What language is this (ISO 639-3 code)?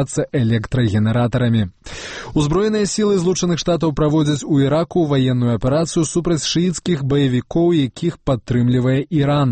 bel